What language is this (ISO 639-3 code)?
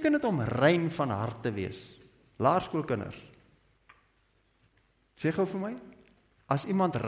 afr